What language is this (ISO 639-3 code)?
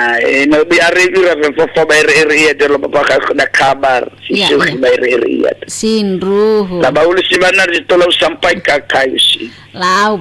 nia